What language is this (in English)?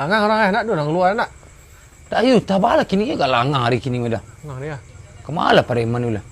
Minangkabau